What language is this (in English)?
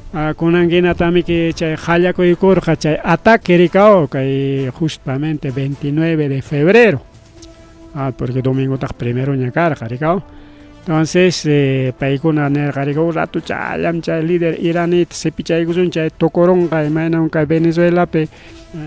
Ayacucho Quechua